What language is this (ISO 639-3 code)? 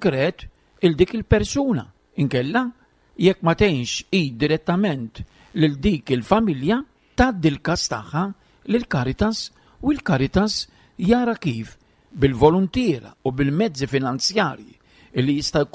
mlt